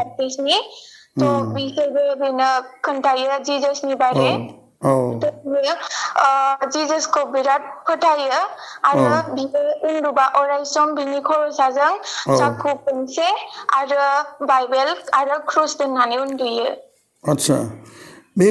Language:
Bodo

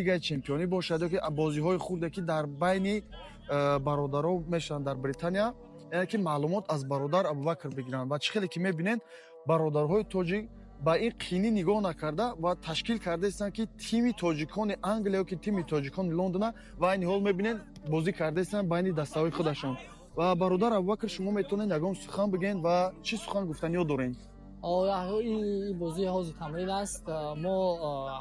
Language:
Tajik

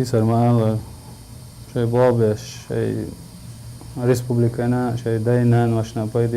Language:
Chechen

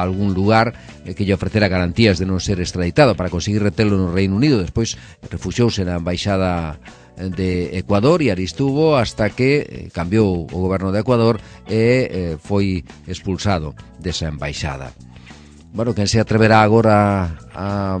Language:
Galician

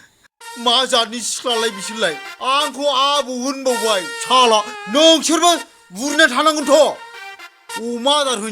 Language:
Bodo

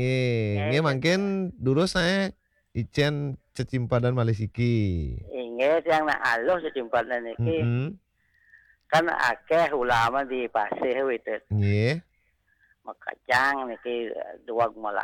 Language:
Balinese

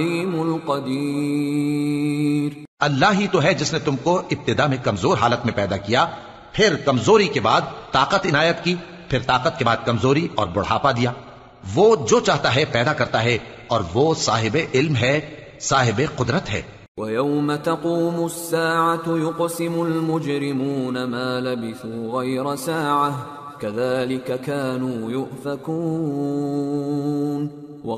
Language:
Urdu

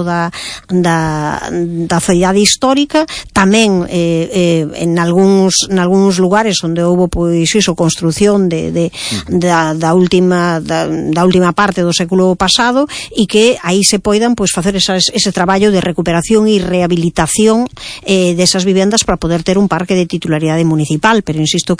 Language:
Galician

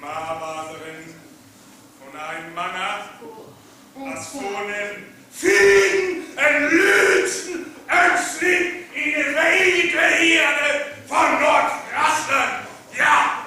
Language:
Northern Frisian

